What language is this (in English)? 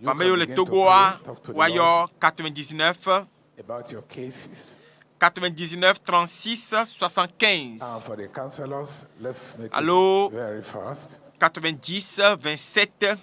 Ewe